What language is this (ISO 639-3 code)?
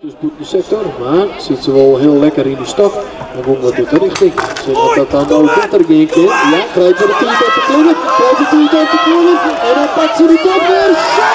fry